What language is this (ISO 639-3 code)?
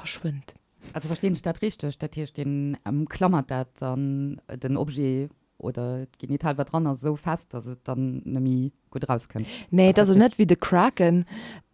ltz